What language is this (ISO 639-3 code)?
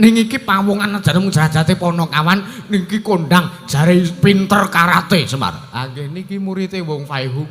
jav